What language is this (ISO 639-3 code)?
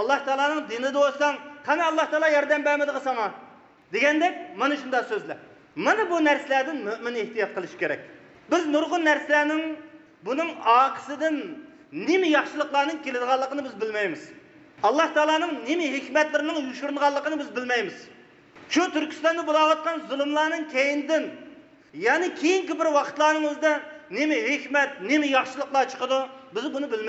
uig